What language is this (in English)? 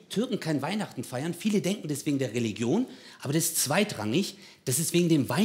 Swiss German